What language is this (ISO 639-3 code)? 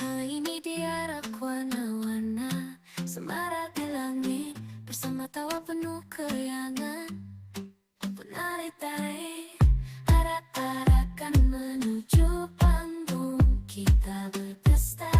bjn